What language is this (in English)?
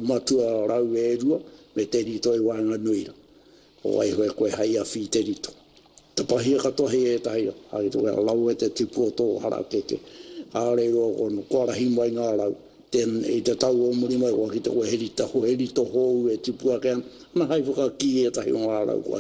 Māori